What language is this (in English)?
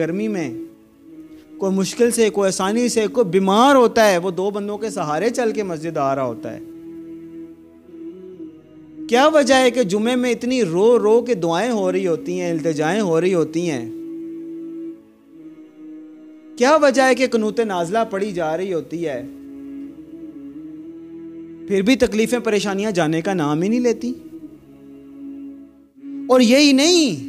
Urdu